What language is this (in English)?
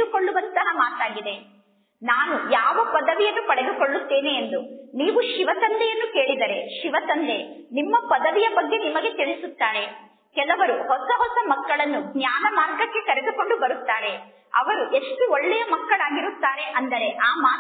Kannada